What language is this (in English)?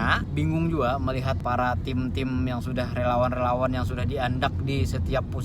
Banjar